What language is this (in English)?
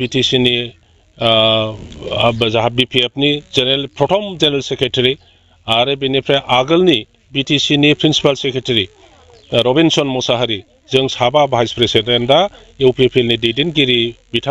Bodo